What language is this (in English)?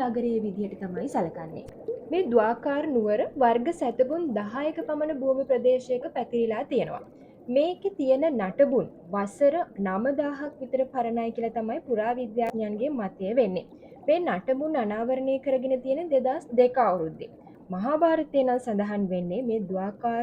Sinhala